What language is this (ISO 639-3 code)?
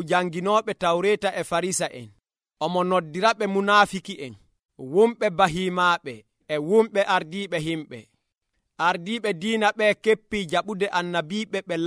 fuv